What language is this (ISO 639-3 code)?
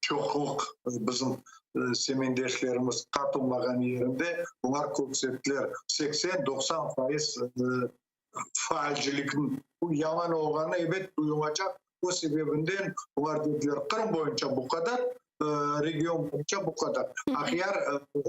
crh